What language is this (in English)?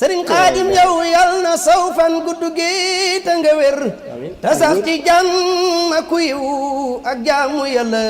Wolof